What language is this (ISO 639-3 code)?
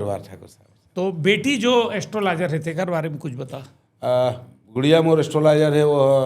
hne